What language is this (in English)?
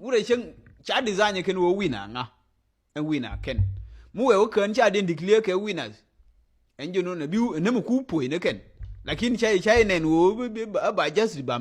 Nuer